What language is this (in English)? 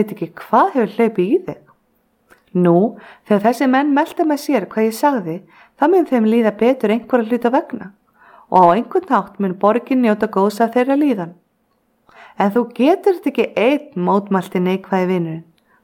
Icelandic